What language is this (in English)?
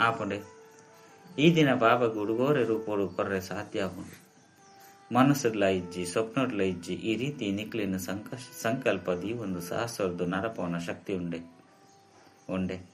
Tulu